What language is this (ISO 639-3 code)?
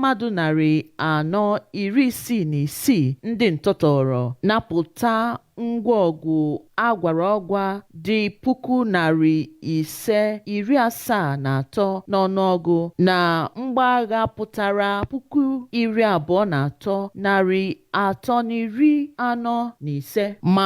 ibo